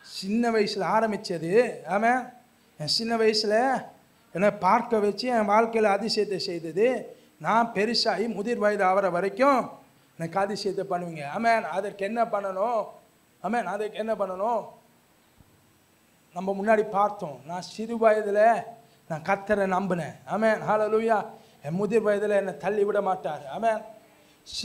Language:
Tamil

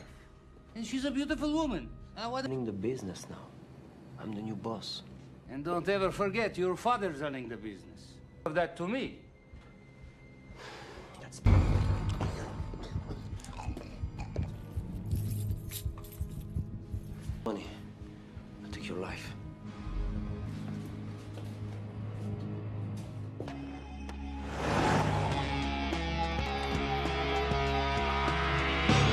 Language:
English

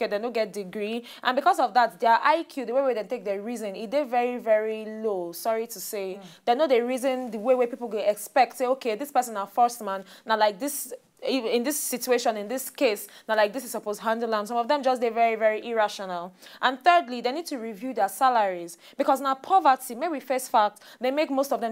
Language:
Nigerian Pidgin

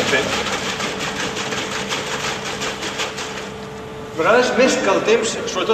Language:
Catalan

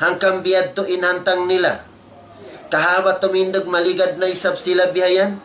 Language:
Tausug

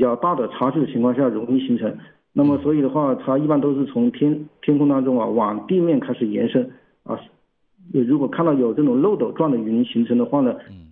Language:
Chinese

